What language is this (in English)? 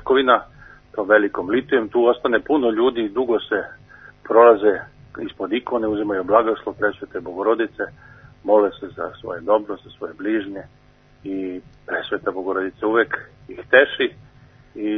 Serbian